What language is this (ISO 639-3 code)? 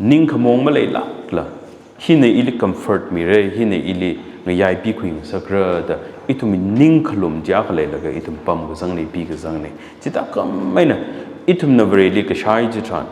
nmf